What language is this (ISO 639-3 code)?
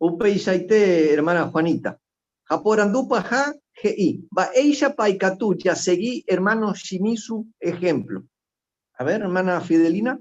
grn